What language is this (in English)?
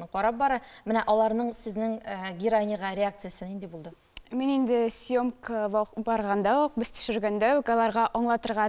Tatar